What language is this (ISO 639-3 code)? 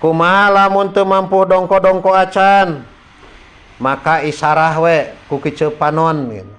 sun